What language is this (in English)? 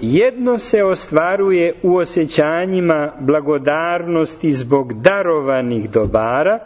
Serbian